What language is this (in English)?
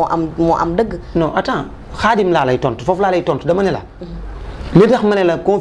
Wolof